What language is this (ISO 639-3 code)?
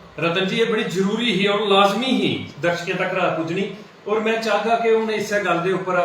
doi